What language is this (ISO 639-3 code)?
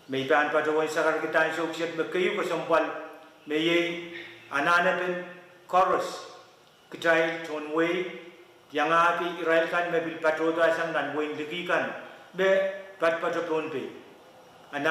pon